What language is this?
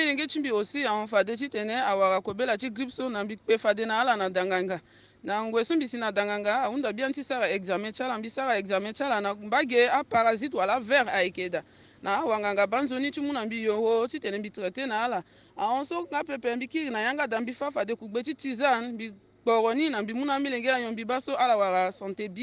Sango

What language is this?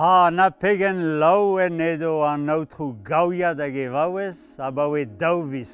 Breton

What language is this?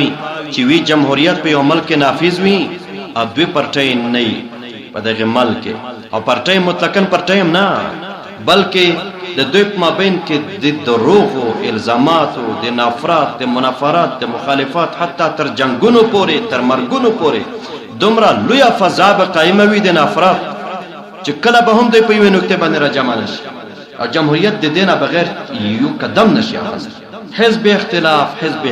Pashto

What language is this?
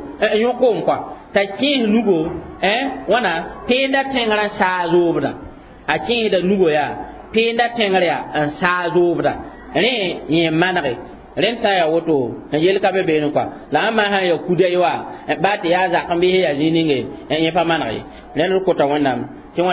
Mossi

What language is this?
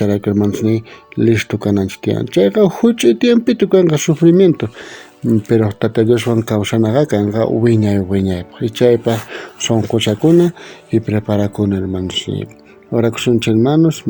South Bolivian Quechua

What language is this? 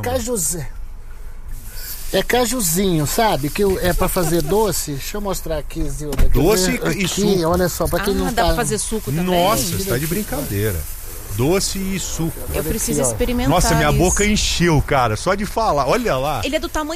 Portuguese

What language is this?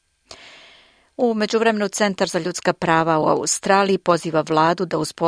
Serbian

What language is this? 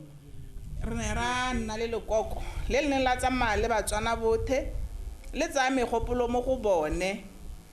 Tswana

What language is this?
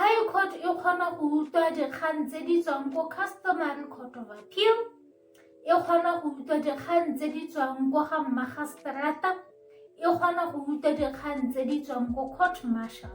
Tswana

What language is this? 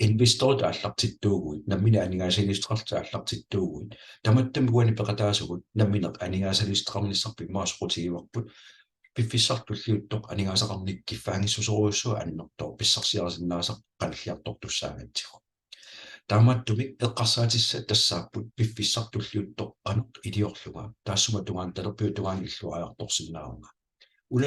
Kalaallisut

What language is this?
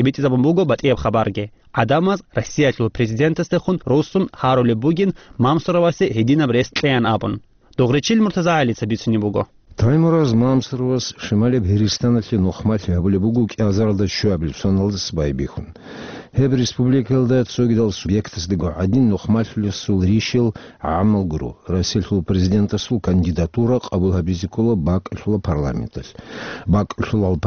Avaric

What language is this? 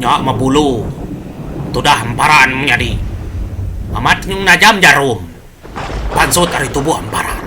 Iban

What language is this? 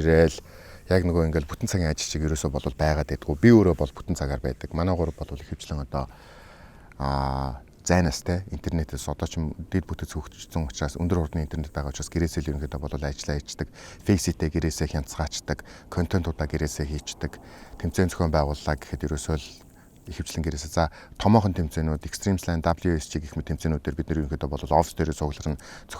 Mongolian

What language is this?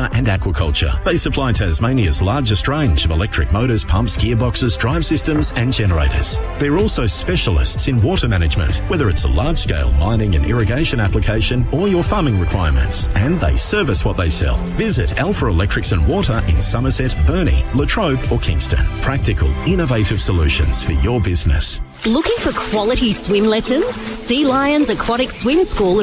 English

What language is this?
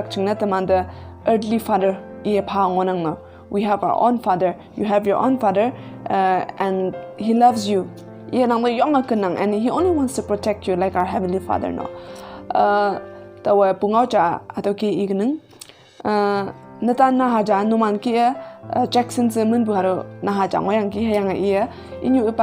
Konyak Naga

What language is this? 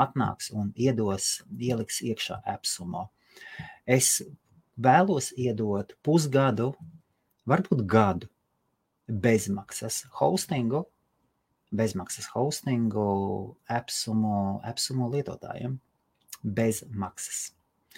Latvian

